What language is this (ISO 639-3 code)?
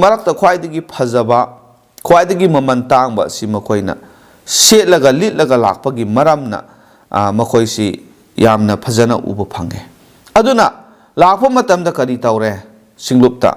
mni